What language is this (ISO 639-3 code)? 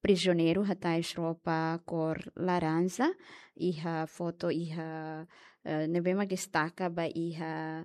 tet